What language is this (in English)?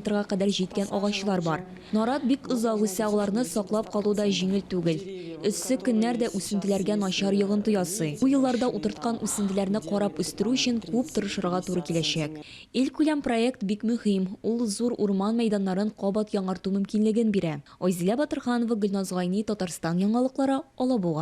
Tatar